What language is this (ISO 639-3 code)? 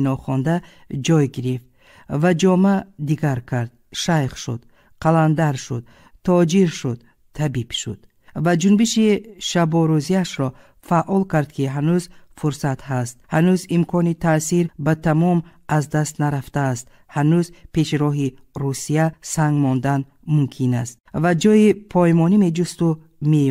tgk